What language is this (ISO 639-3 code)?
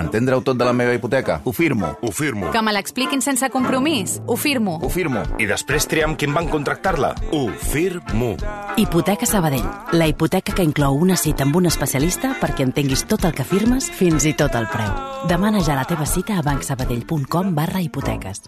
cat